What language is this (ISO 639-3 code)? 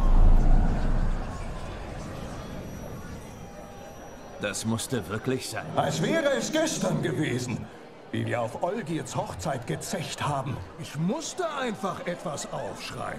deu